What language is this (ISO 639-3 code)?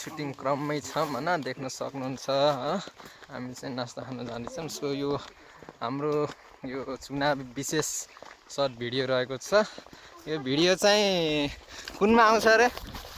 nep